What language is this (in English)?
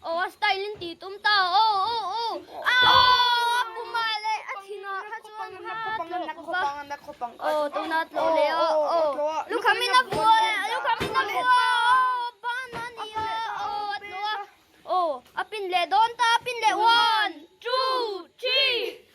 Mizo